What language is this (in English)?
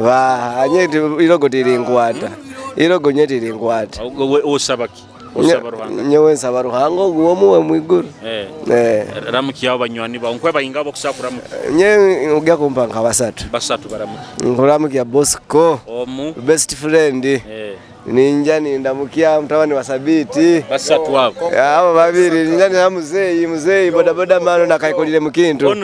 Nyoro